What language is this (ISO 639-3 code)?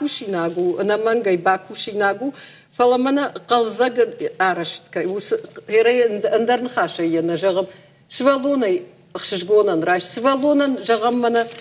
oss